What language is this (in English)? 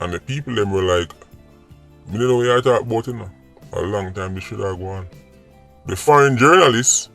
Jamaican Creole English